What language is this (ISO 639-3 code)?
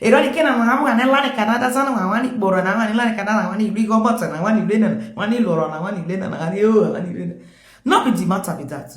pcm